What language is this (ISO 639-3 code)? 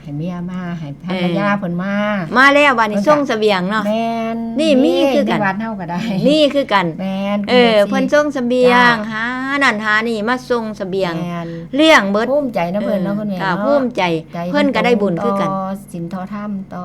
tts